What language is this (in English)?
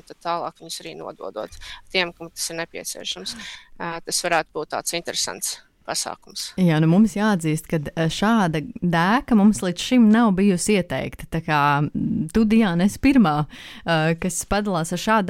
Latvian